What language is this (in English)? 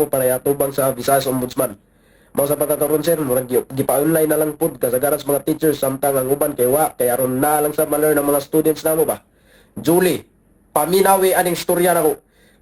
Cebuano